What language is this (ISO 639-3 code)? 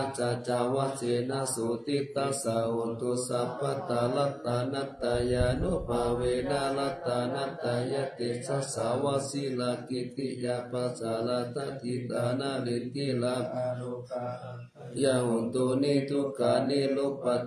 pli